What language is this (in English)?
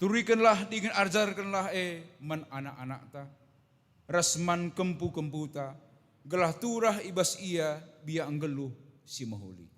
Batak Karo